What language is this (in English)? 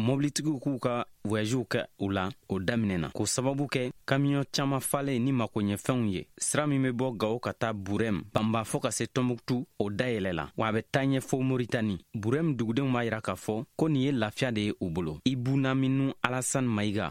Bambara